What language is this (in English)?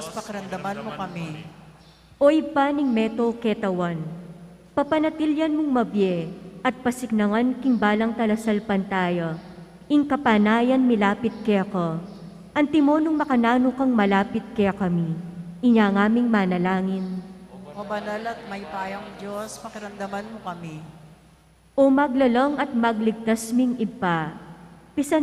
Pampanga